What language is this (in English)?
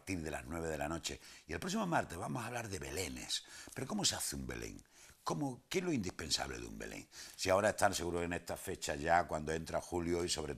Spanish